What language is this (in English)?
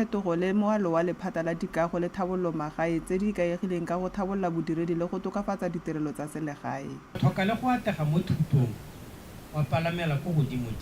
Tswana